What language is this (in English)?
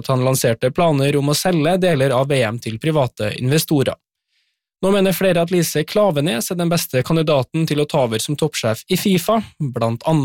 Norwegian